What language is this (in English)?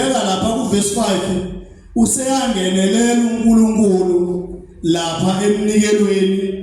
Zulu